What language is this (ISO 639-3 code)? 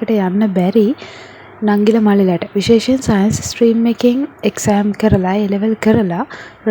sin